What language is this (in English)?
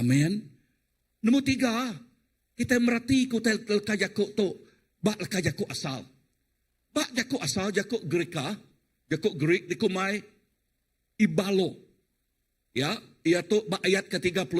Iban